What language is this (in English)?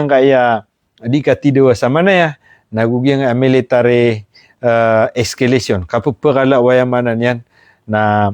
Maranao